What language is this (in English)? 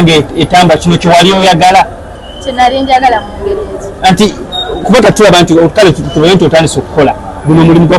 Ganda